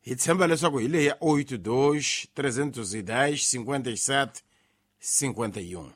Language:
Tsonga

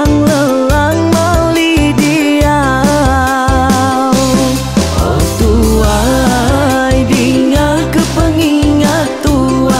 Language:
Iban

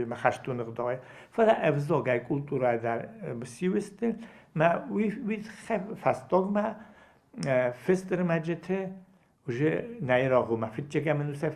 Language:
Ossetic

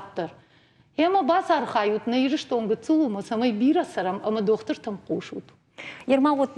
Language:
Ossetic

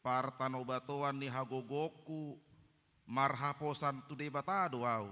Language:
Batak Toba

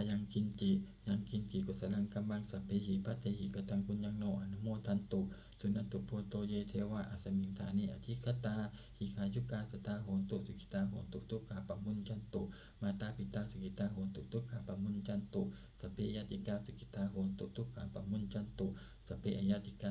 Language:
Pali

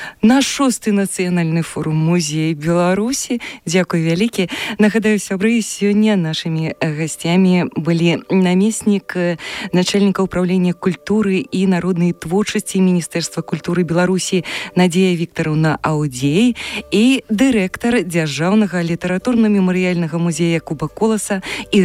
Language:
Belarusian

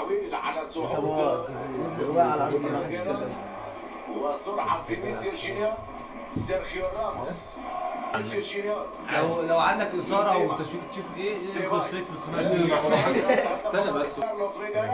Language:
Egyptian Arabic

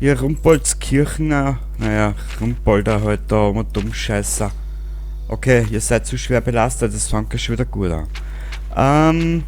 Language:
Bavarian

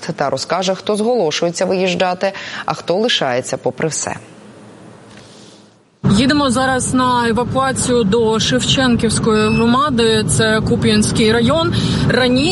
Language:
Ukrainian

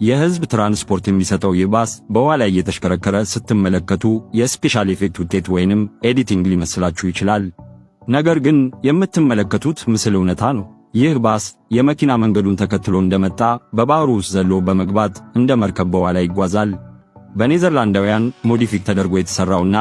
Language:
Amharic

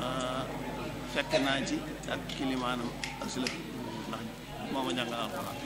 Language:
Wolof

